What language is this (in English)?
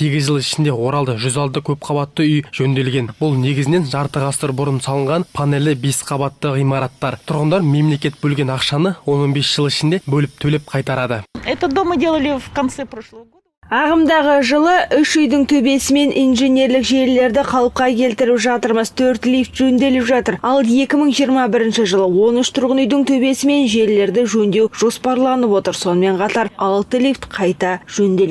Kazakh